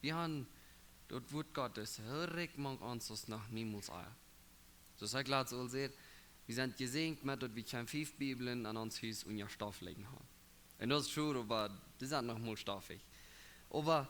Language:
Plautdietsch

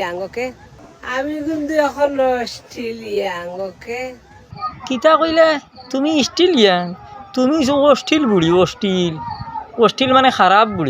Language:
Sylheti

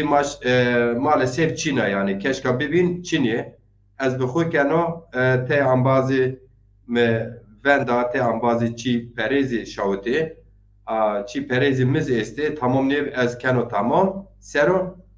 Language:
Zaza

